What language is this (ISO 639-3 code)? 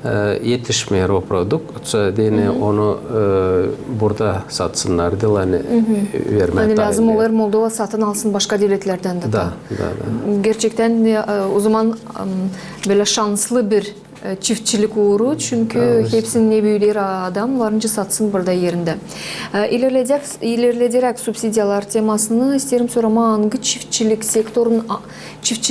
gag